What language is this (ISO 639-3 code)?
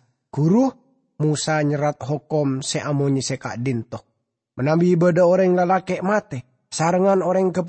mad